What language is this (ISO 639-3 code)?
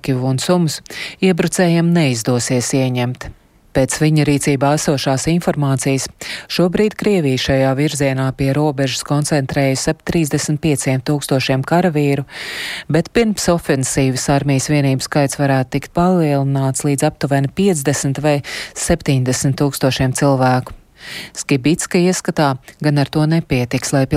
lav